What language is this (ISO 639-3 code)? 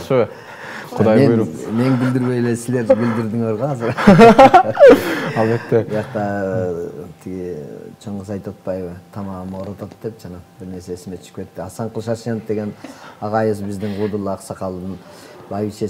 kir